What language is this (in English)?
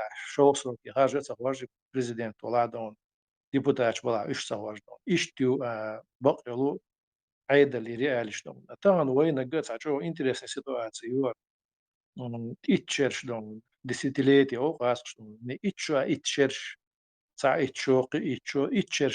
Chechen